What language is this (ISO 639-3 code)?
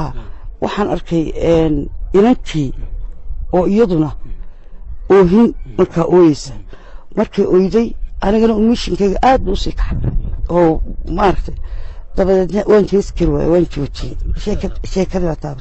som